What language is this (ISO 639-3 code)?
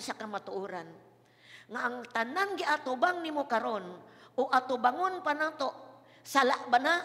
ceb